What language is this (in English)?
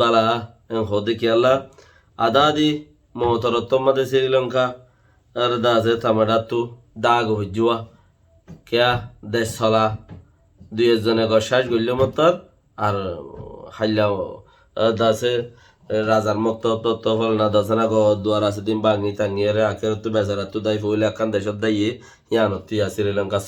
Rohingya